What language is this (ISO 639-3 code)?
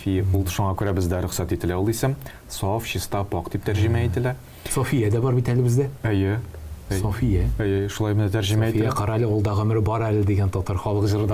tat